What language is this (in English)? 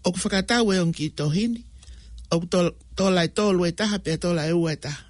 Tongan